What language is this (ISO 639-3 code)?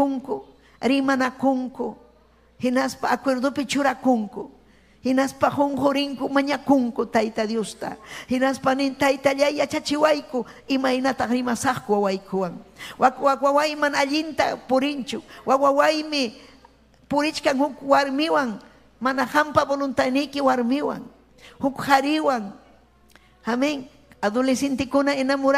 quy